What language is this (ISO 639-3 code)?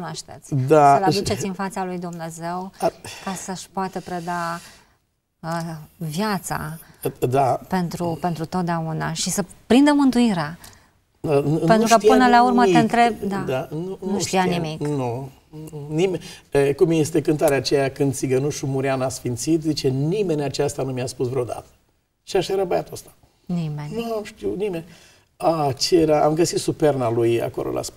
ron